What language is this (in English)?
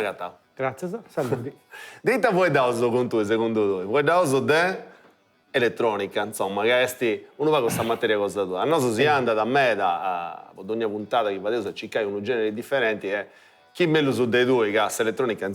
Sardinian